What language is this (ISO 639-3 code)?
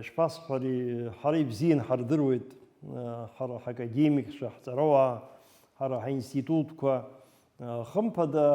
abk